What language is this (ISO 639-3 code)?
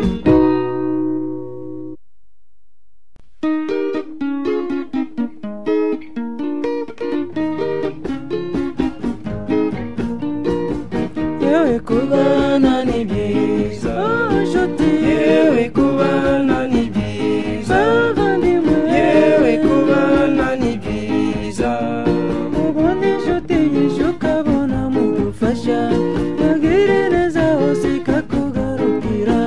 kin